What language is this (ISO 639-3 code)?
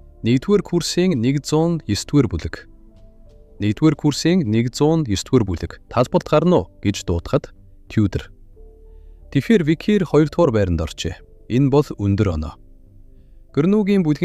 mon